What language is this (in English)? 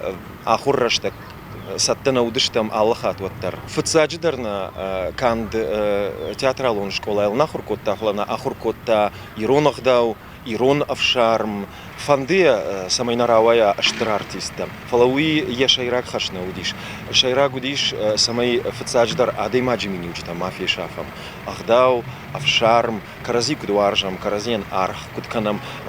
Ossetic